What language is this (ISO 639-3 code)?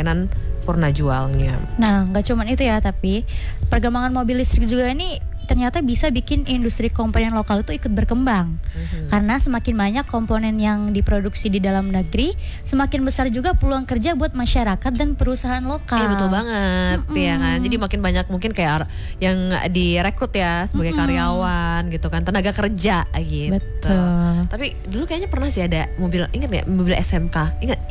ind